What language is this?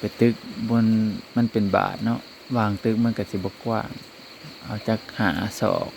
Northeastern Thai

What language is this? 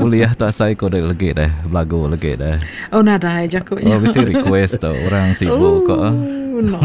Iban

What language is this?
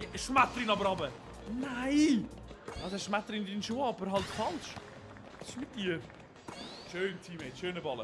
Swiss German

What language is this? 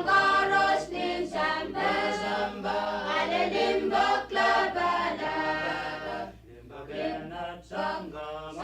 Pohnpeian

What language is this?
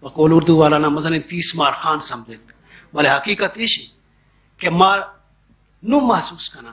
Baluchi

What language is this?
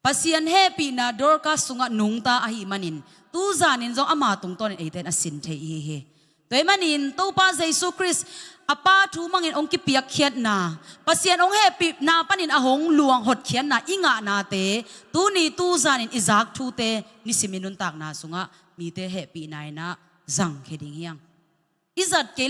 Tedim Chin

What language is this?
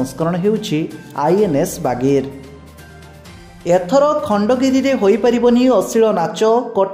Odia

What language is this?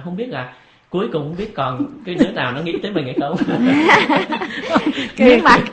Vietnamese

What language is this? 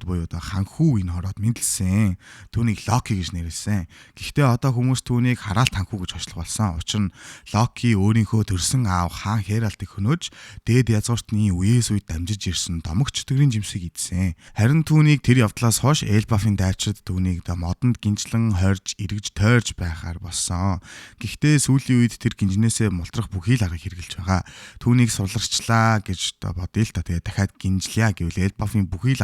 Mongolian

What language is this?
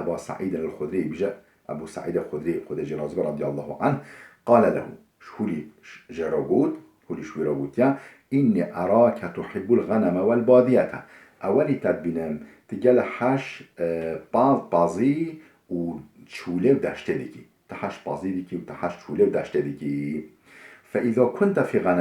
Kurdish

